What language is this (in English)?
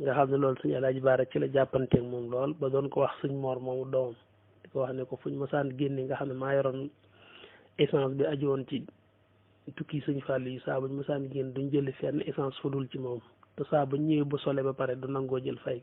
Wolof